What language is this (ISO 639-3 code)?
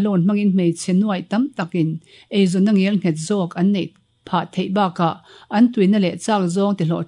lus